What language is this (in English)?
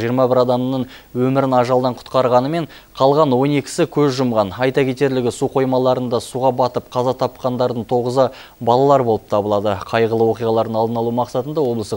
Kazakh